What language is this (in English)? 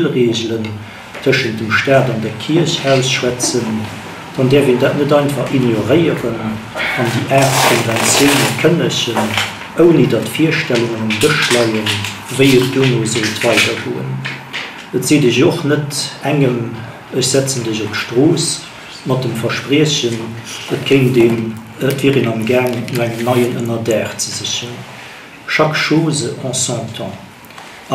Luxembourgish